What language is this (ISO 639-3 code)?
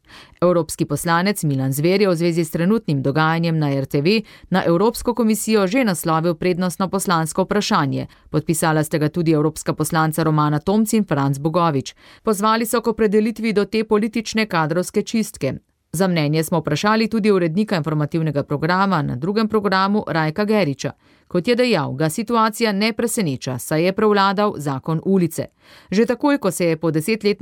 slv